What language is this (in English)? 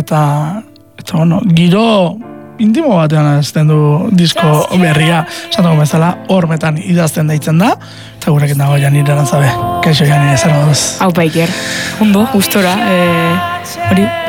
Basque